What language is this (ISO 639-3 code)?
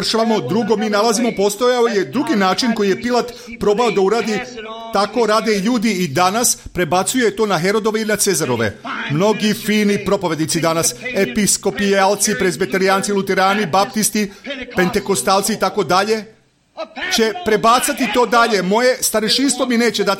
srp